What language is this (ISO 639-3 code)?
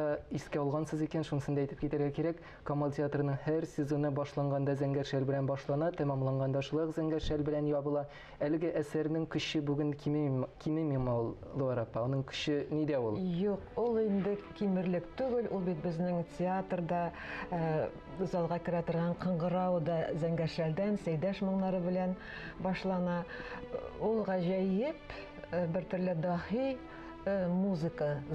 tat